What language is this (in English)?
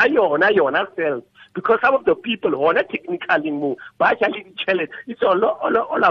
Tswana